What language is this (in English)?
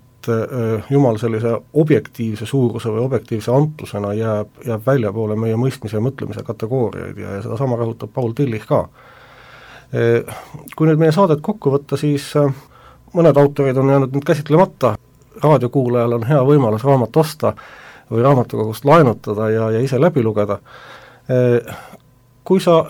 Estonian